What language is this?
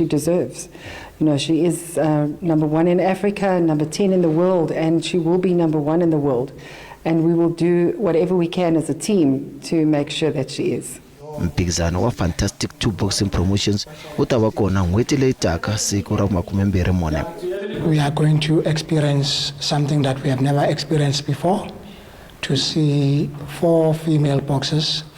Tsonga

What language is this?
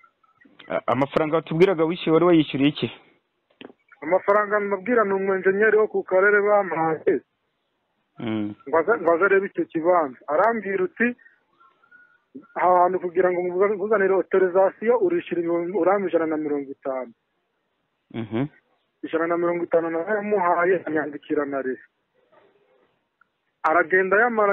Kinyarwanda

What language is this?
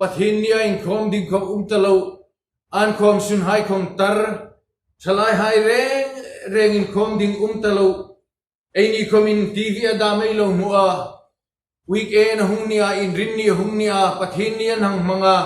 Hmar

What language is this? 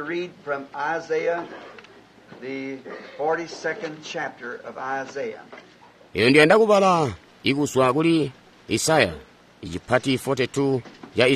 Tonga (Zambia)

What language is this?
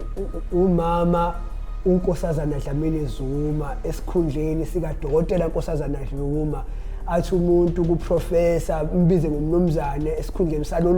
Zulu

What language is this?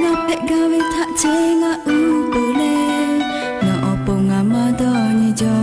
Lahu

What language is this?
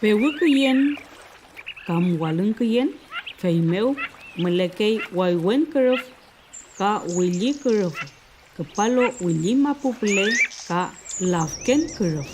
Mapuche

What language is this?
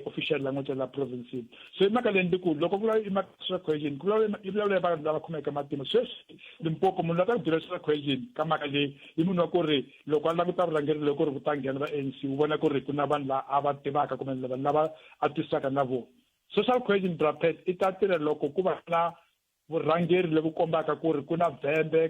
Tsonga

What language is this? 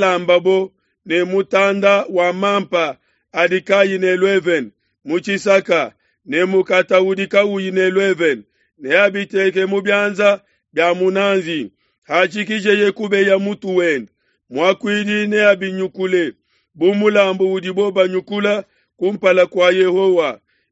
Luba-Lulua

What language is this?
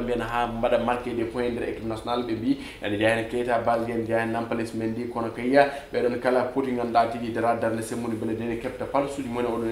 Fula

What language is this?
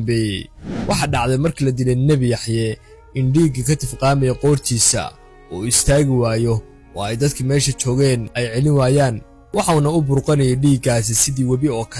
Somali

